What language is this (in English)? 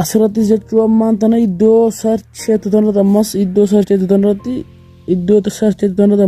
Oromo